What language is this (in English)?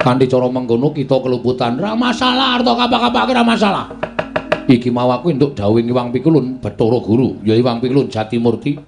Javanese